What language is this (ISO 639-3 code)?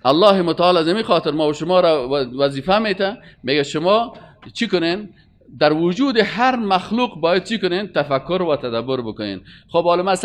fas